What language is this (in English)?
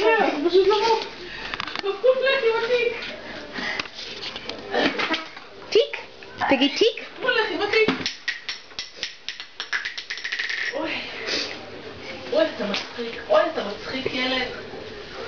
Hebrew